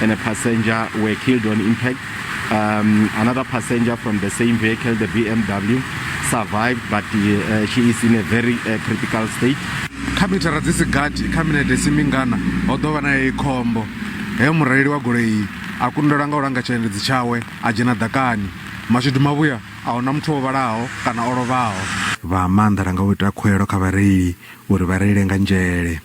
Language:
Venda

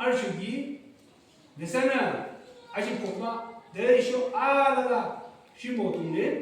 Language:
Yimchungru Naga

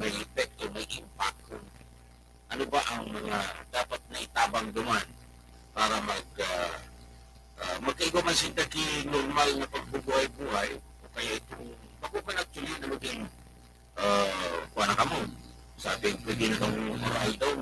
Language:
Bikol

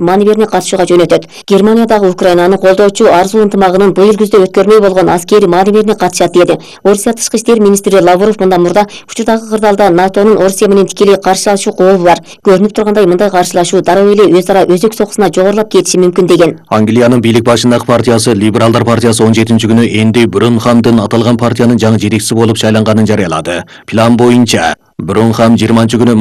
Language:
Kyrgyz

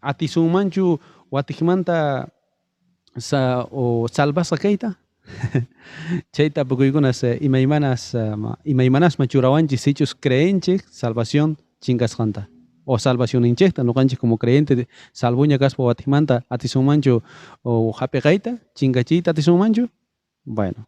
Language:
South Bolivian Quechua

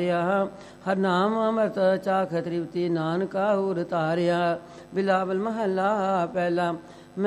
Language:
Punjabi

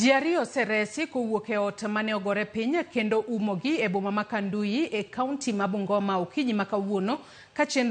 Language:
Luo (Kenya and Tanzania)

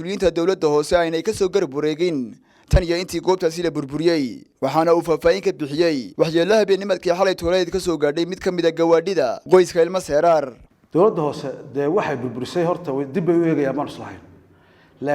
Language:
Somali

